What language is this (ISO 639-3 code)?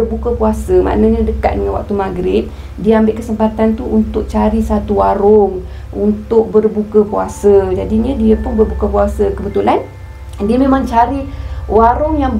msa